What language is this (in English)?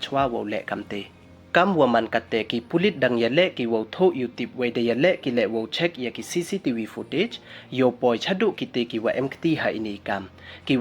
Pnar